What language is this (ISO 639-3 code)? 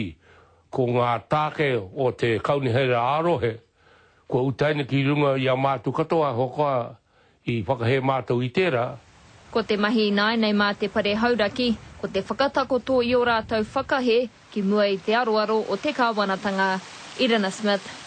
mri